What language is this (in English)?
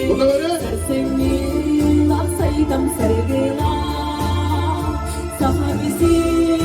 Yakut